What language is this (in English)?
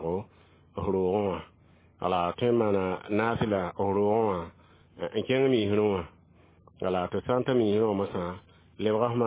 Mossi